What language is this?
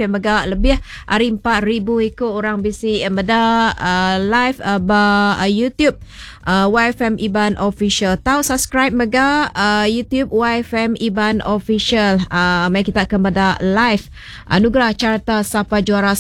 Iban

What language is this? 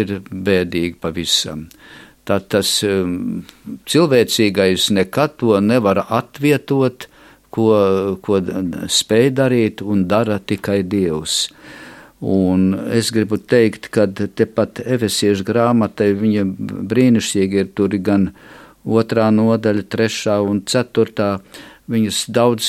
Latvian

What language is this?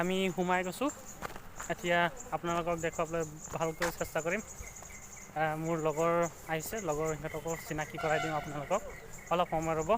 Assamese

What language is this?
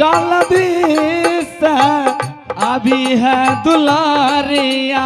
Angika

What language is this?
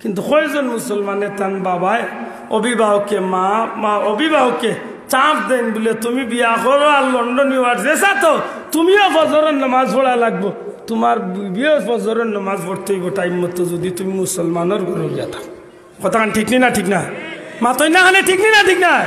Sylheti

